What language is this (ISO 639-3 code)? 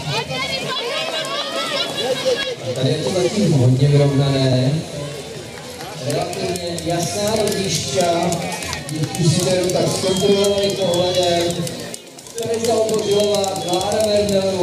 ces